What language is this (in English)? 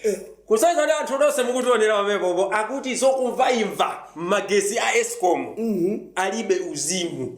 Nyanja